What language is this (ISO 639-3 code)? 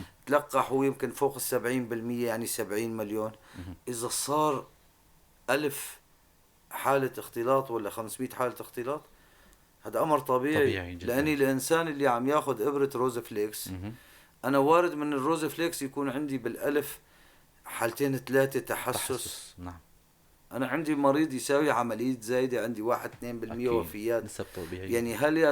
apc